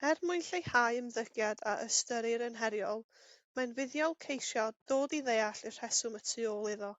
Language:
Welsh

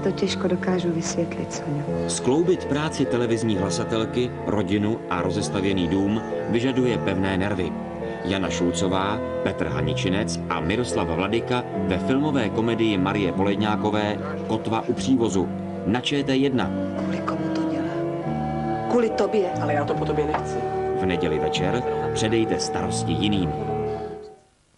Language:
Czech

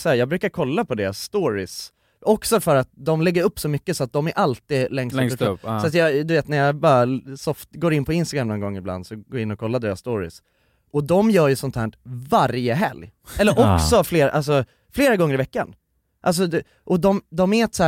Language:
Swedish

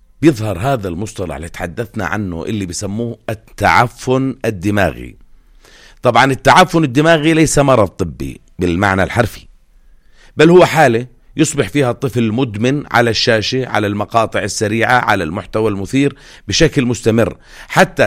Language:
North Levantine Arabic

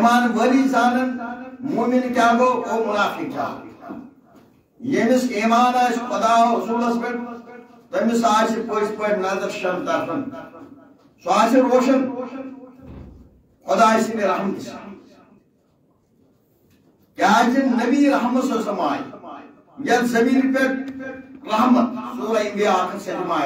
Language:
Kashmiri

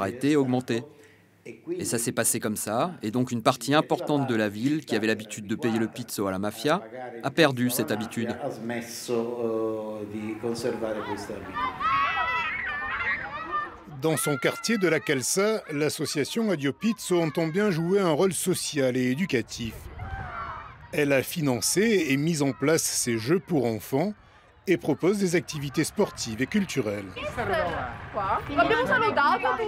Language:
French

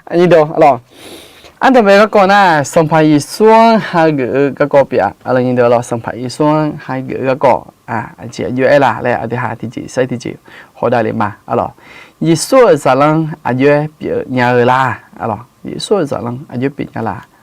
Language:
Akha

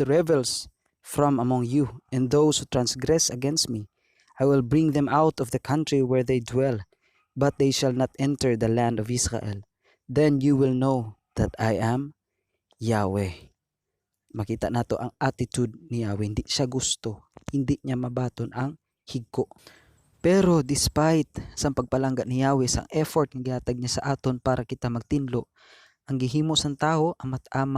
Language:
Hiligaynon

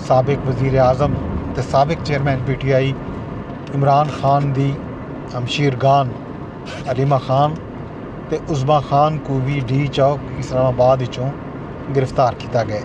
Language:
Saraiki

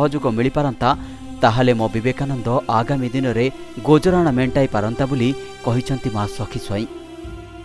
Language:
Odia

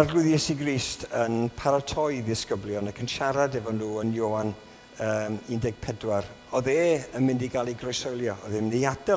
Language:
Welsh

